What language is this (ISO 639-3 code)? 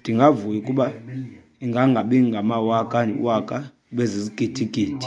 xho